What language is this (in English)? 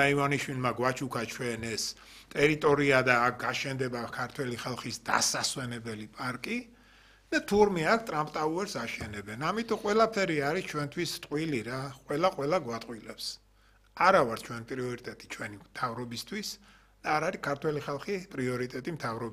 Georgian